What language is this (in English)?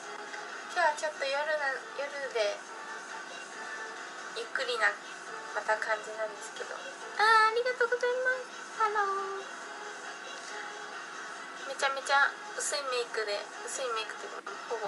Japanese